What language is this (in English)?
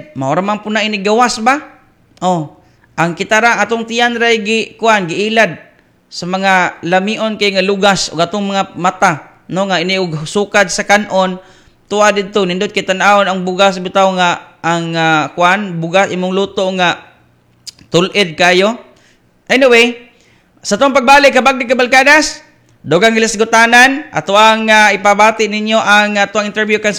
Cebuano